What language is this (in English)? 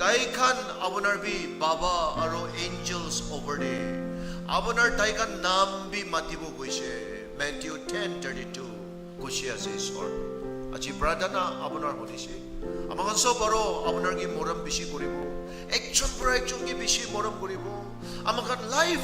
Naga Pidgin